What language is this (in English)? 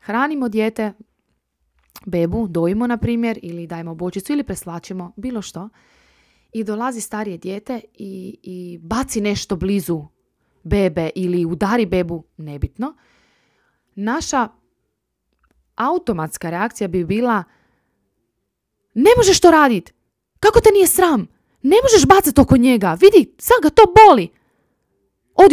Croatian